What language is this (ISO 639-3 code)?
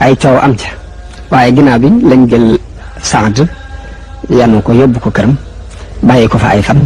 wol